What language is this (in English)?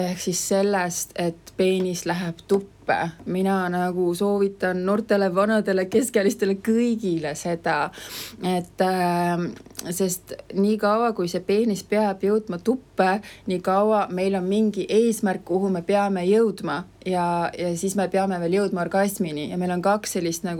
Estonian